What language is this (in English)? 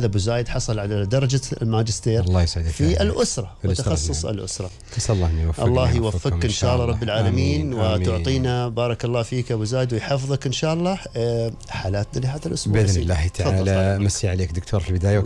Gulf Arabic